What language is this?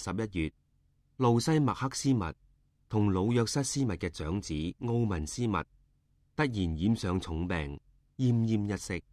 Cantonese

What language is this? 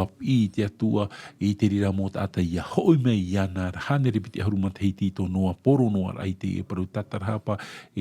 Tahitian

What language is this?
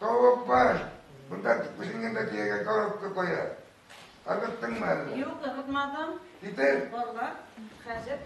Tatar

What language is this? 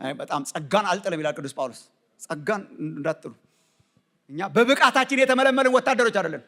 Amharic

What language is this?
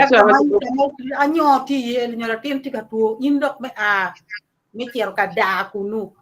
Acoli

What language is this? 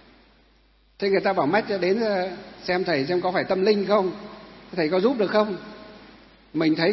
Vietnamese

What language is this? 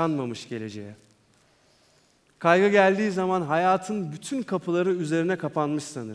Turkish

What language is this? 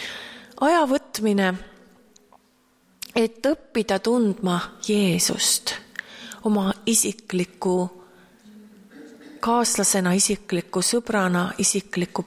Estonian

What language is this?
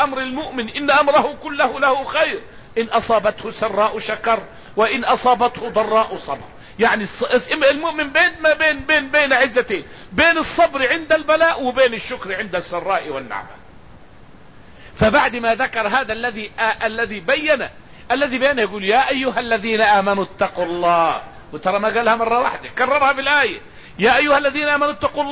Arabic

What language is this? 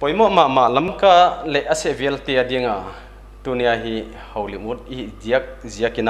Paite Chin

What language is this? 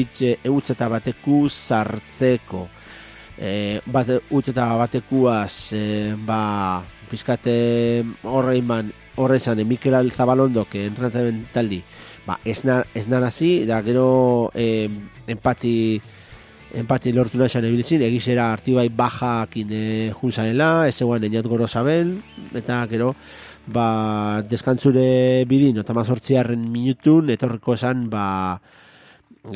Basque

